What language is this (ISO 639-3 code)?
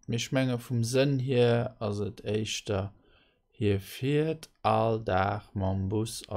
ltz